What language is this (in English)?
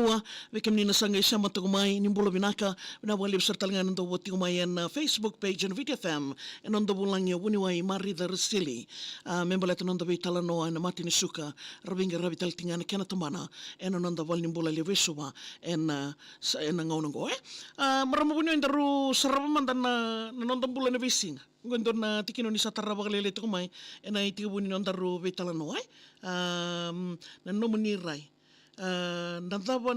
Fijian